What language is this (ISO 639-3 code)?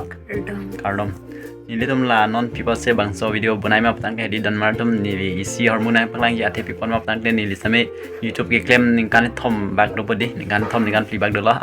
mjw